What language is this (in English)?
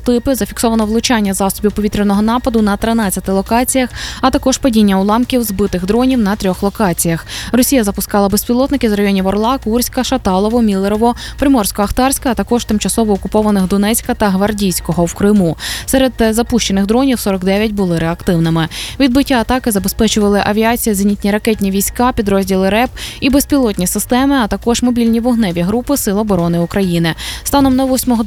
Ukrainian